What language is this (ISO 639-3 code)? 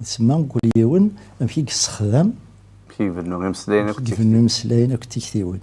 kab